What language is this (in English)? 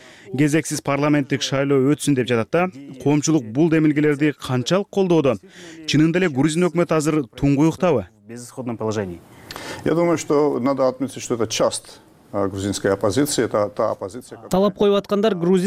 Kyrgyz